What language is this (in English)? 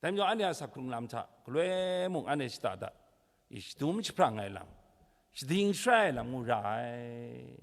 Kachin